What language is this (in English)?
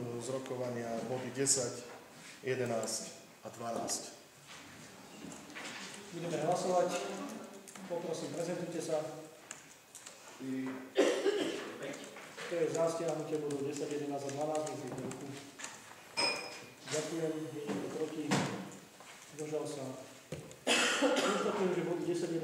Slovak